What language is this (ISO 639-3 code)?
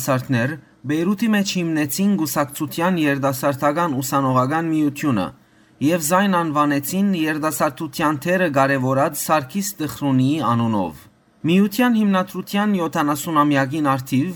hyw